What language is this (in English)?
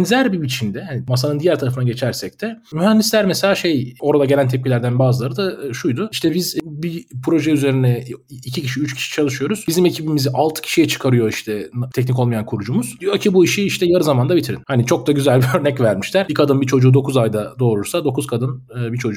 Turkish